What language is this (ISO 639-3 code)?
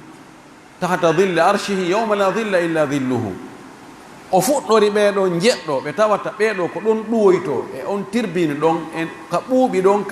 fuf